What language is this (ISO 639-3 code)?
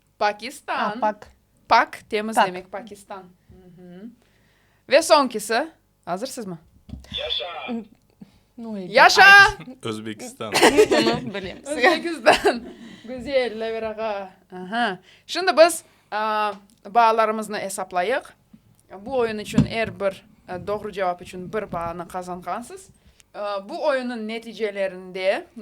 crh